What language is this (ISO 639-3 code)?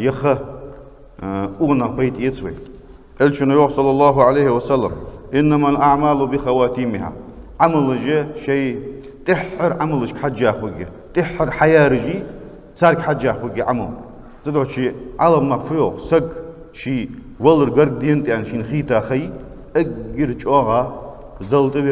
inh